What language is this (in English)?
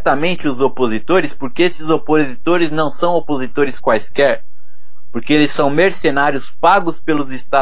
Portuguese